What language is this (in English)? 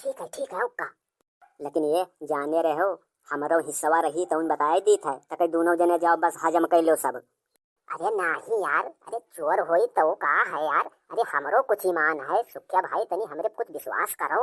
Awadhi